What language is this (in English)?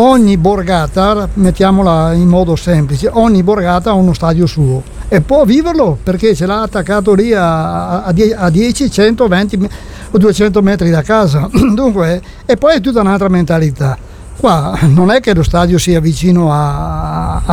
Italian